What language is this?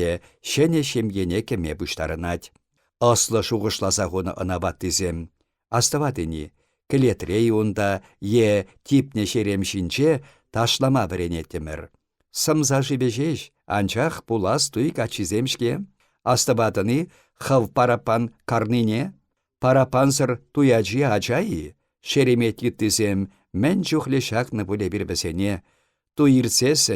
Chuvash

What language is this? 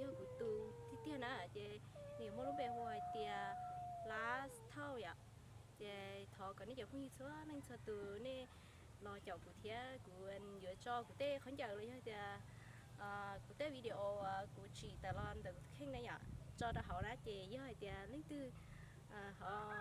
Hmong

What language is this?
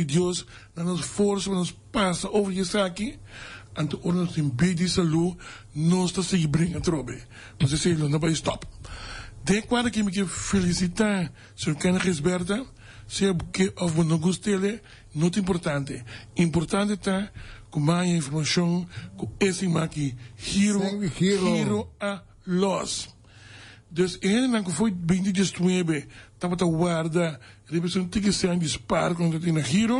Papiamento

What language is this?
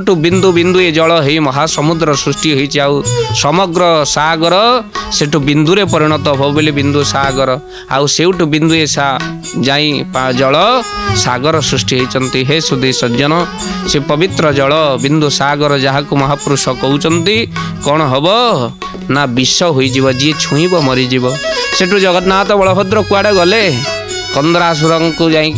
Odia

